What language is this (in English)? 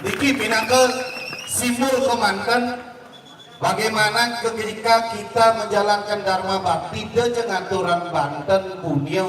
Balinese